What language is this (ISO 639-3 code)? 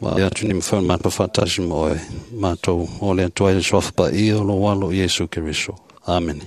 smo